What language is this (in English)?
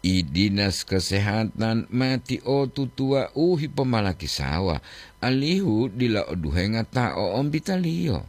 Gorontalo